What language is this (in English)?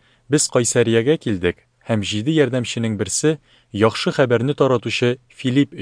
Tatar